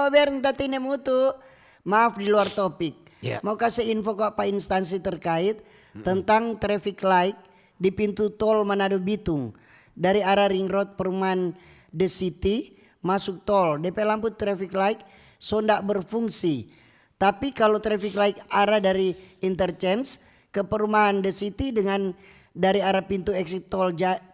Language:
Manado Malay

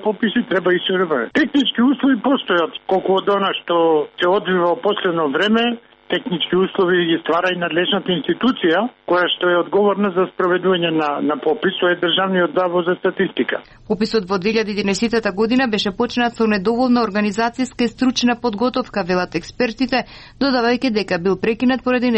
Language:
Macedonian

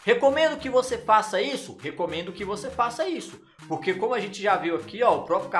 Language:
Portuguese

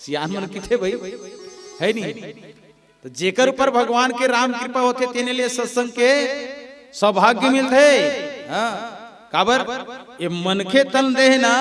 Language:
Chhattisgarhi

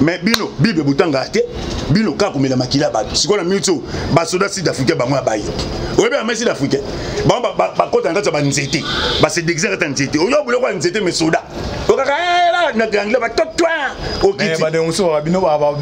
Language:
Lingala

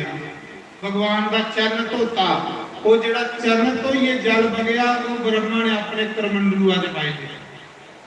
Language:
Dogri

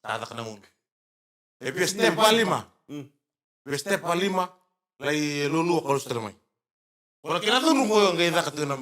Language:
Fijian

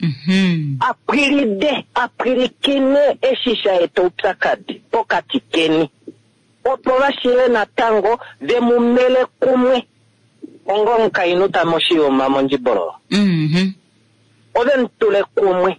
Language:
Kuanyama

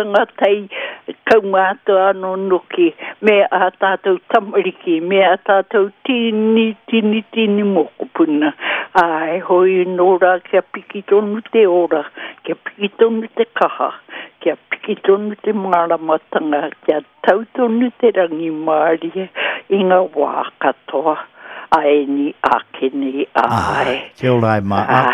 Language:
Māori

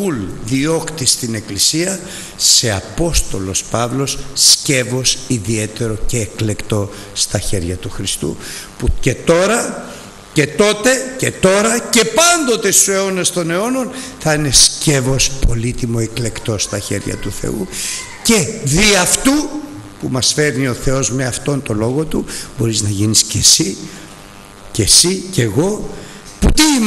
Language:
Greek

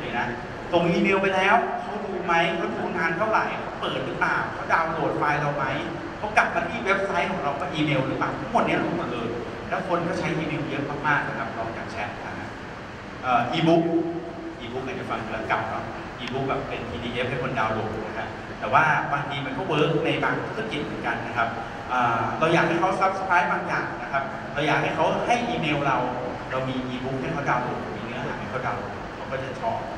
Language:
Thai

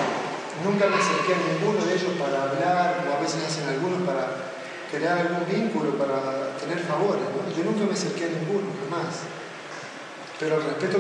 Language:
Spanish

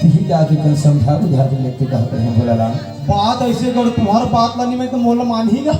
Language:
Chhattisgarhi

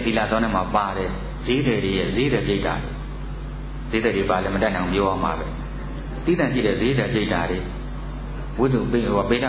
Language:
Burmese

